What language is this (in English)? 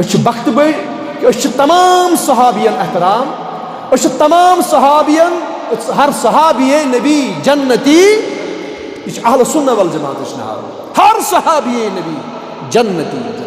Kashmiri